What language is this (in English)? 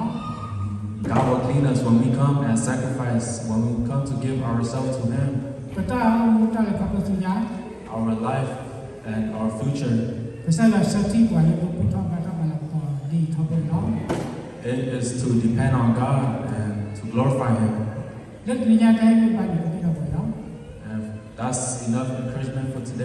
S'gaw Karen